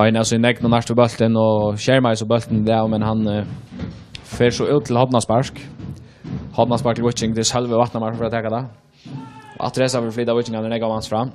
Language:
Faroese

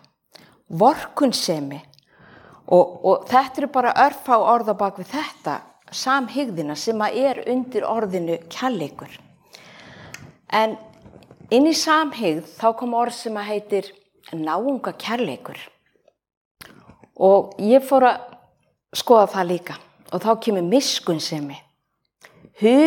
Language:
Icelandic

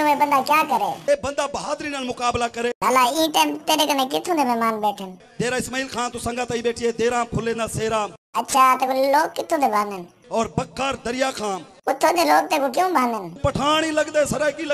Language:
Saraiki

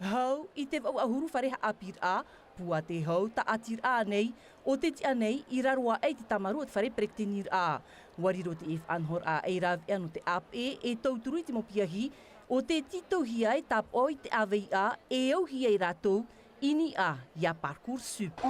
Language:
Tahitian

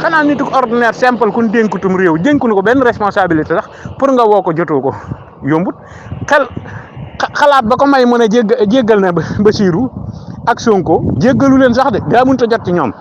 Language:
Wolof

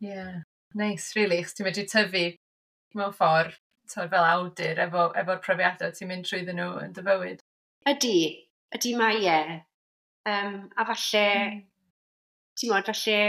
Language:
Welsh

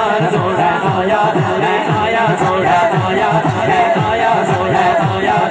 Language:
Urdu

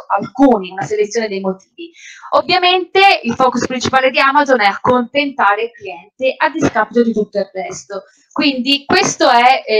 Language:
Italian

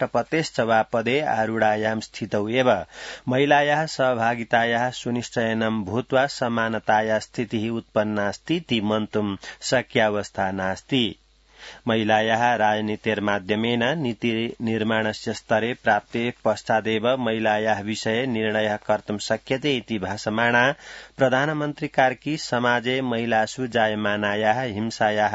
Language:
Sanskrit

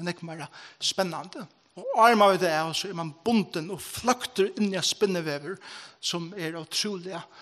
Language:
Faroese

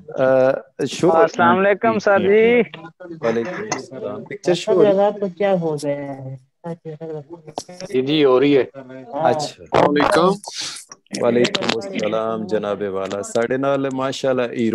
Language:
Punjabi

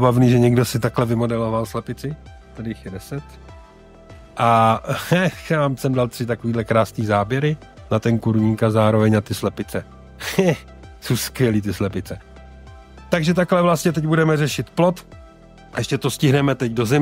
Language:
Czech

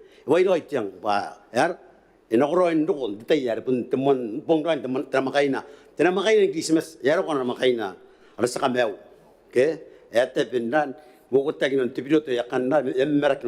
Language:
Gilbertese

